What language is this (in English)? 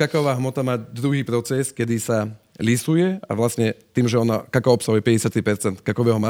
Slovak